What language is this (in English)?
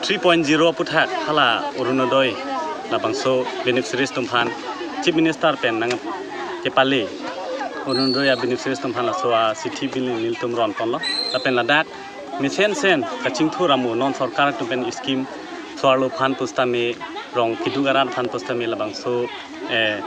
Karbi